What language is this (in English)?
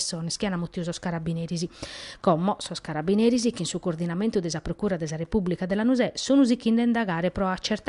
Sardinian